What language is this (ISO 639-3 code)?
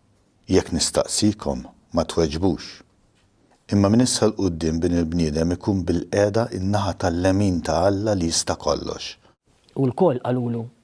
mlt